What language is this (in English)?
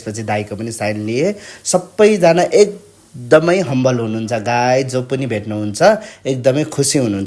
Nepali